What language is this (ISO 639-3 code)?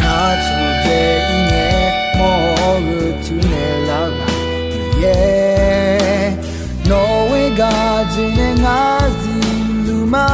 ahk